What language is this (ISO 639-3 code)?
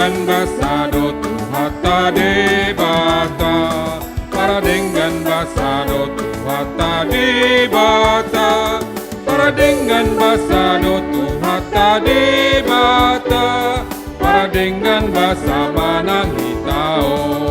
bbc